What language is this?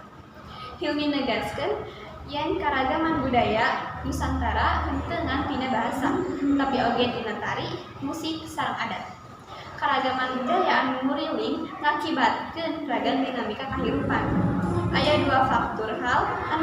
Sundanese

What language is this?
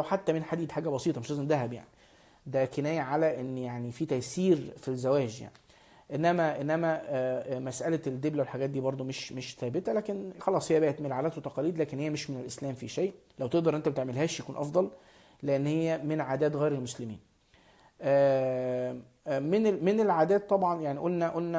Egyptian Arabic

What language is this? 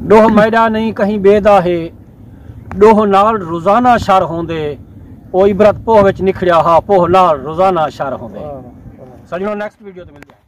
Saraiki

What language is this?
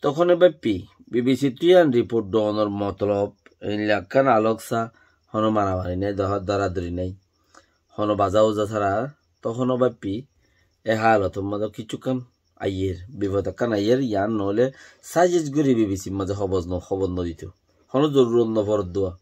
Rohingya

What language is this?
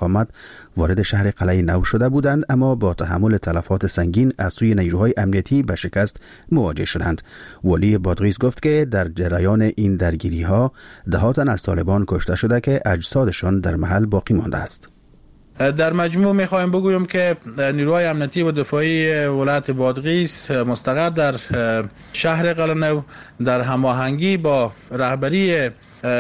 Persian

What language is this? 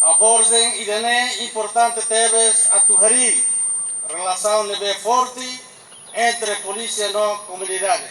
Tetum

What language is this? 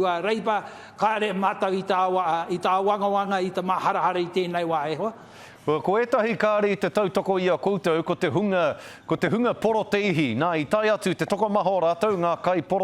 Māori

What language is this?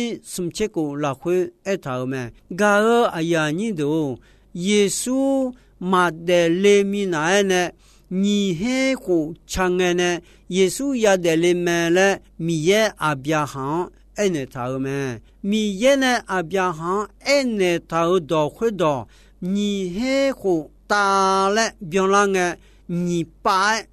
Akha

